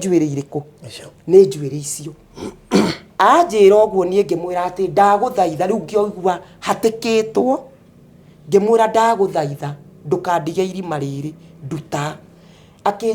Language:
Kikuyu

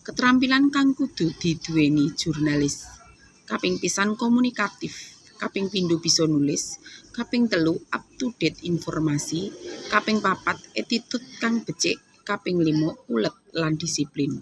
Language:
Javanese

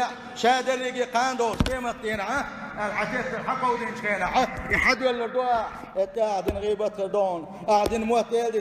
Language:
Chechen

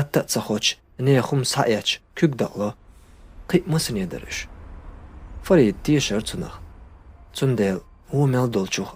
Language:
Chechen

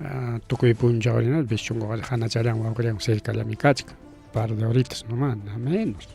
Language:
Ayacucho Quechua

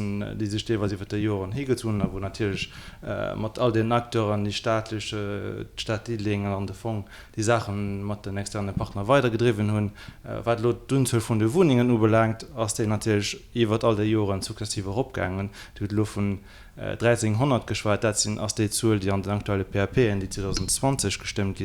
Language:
Luxembourgish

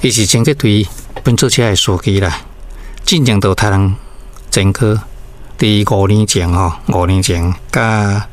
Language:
Min Nan Chinese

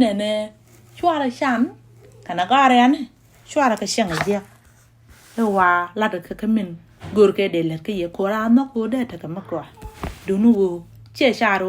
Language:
Nuer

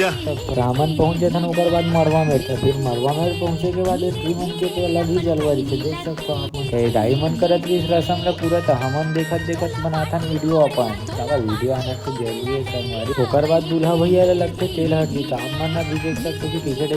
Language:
Chhattisgarhi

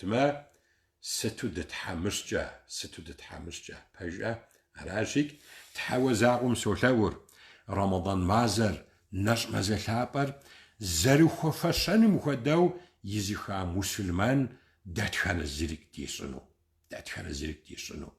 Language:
Kabardian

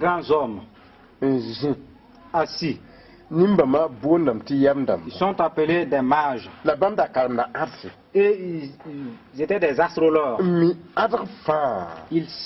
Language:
Mossi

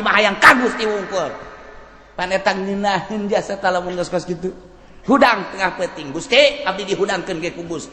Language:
Sundanese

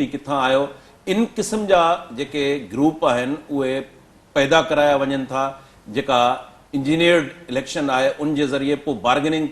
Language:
Sindhi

